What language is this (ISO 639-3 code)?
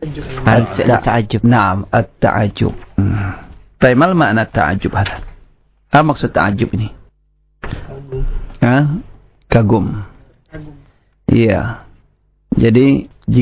ind